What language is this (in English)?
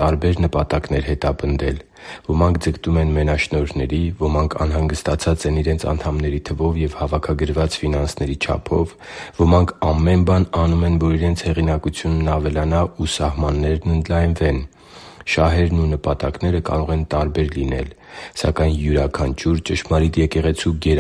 Armenian